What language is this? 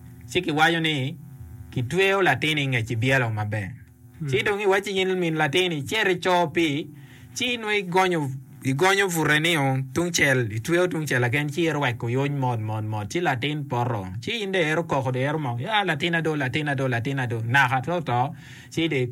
Acoli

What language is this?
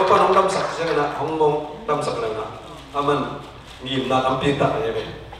Tedim Chin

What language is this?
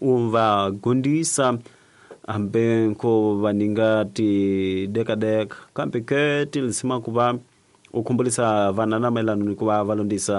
Tsonga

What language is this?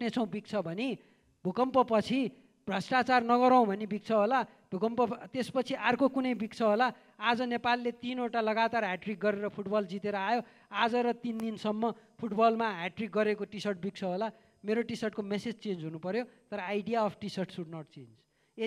Nepali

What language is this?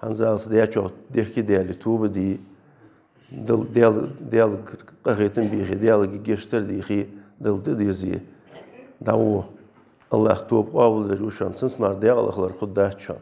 Ingush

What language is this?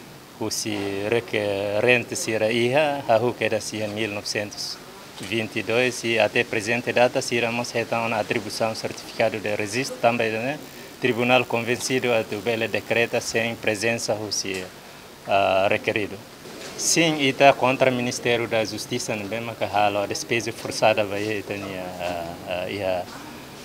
Tetum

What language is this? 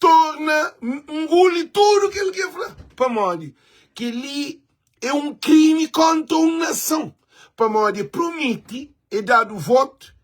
Kabuverdianu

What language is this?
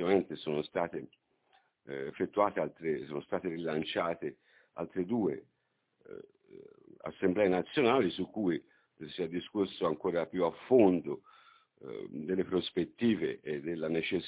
Italian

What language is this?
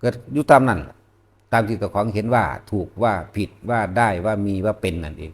Lao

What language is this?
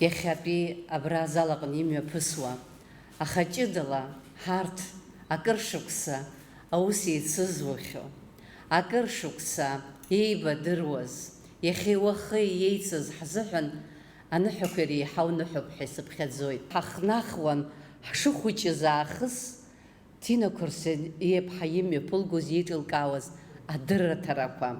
Abkhazian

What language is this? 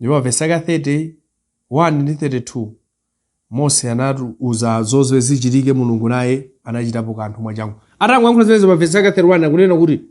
Nyanja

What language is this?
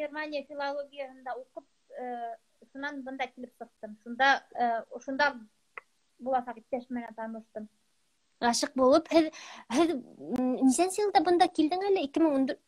Bashkir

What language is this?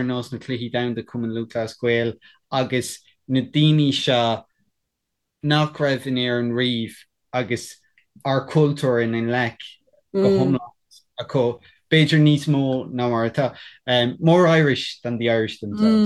Irish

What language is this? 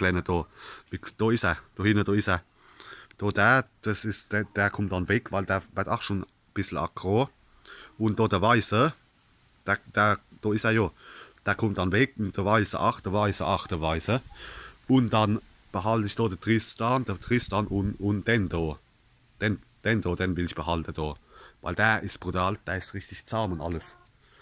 Palatine German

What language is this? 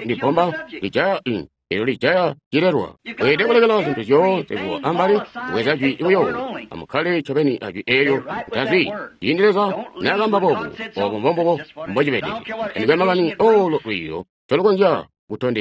Tonga (Zambia)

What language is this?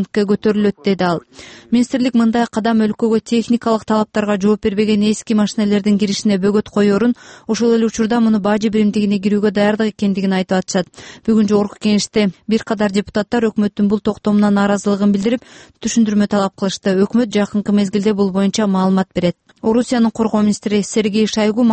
Kyrgyz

